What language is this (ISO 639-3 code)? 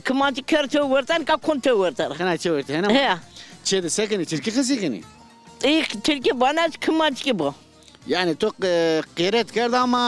zza